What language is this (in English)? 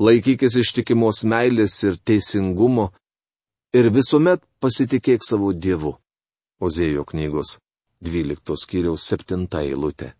Lithuanian